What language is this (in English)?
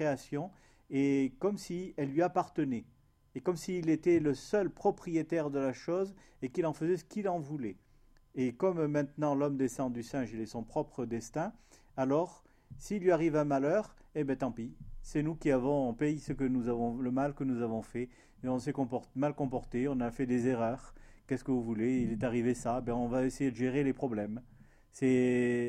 French